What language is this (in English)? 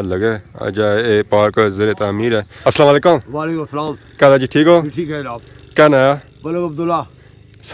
Pahari-Potwari